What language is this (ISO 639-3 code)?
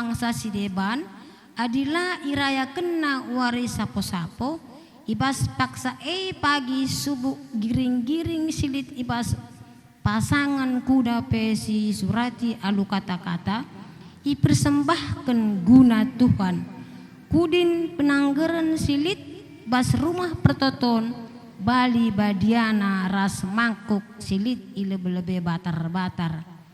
btx